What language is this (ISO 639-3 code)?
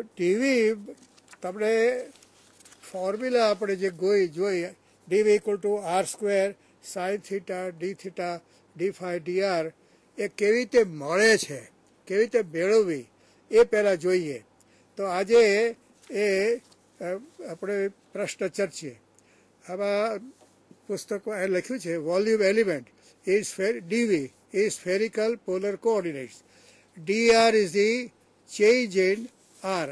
guj